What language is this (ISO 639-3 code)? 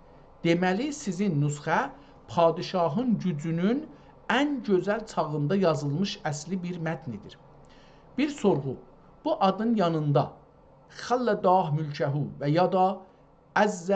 azb